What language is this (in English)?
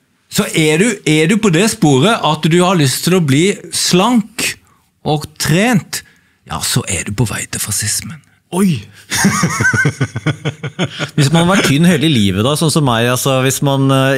Norwegian